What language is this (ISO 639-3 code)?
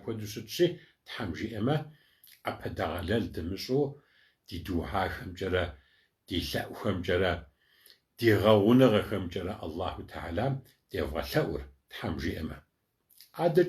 kbd